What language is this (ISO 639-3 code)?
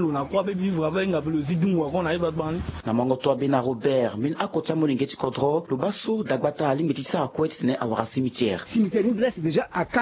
sag